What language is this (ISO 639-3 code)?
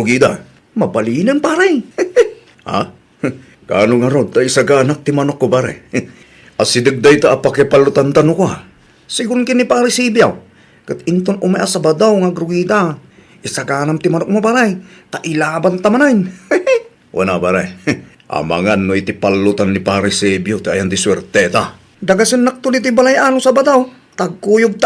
ilo